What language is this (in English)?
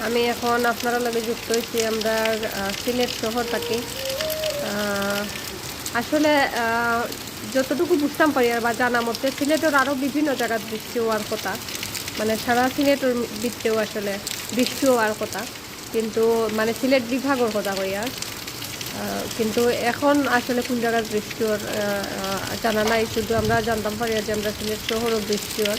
Sylheti